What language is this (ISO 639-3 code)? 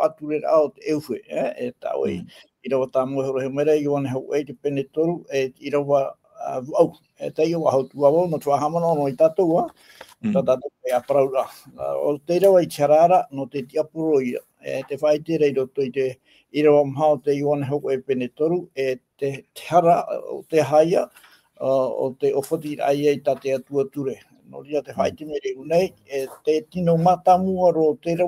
tah